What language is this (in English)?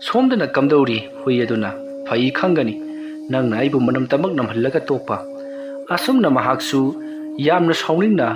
Manipuri